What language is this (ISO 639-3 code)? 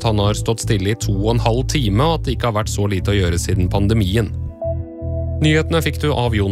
nor